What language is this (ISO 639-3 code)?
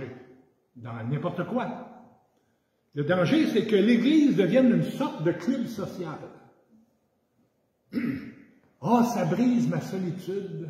fra